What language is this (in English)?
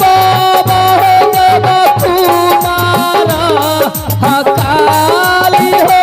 Maithili